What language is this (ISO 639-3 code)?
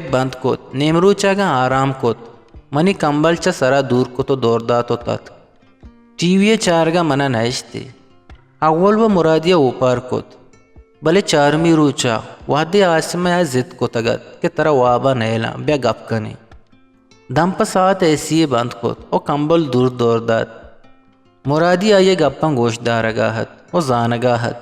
bgp